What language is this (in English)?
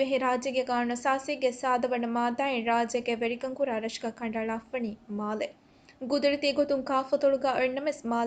Divehi